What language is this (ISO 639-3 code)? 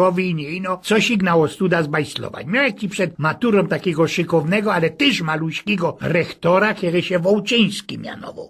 szl